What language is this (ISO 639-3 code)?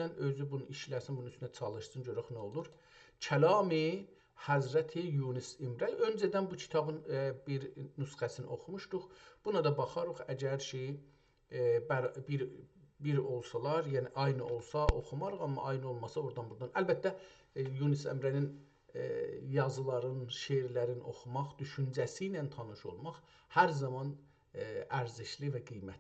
azb